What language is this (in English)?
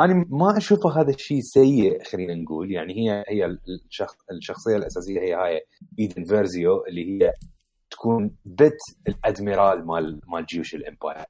Mesopotamian Arabic